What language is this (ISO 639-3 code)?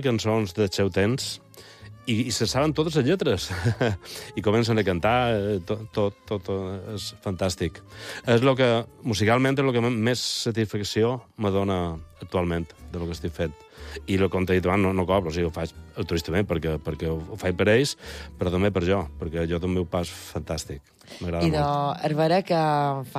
cat